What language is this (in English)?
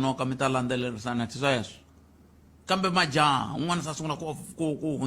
Tsonga